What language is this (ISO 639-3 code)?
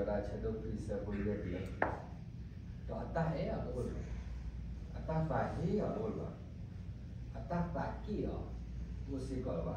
ksw